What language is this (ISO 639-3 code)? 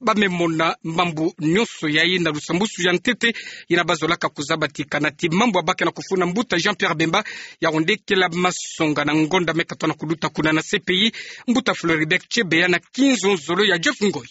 ktu